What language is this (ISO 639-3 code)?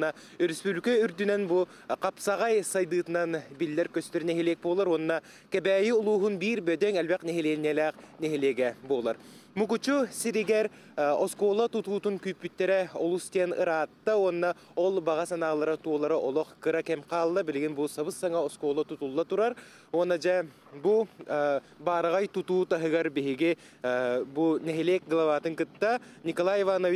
sah